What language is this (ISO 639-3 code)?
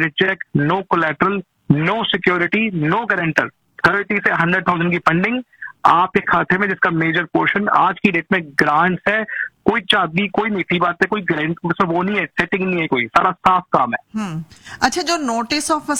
hin